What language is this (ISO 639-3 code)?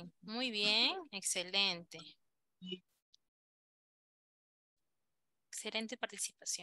spa